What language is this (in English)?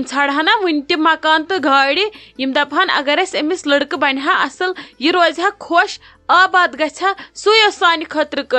Kashmiri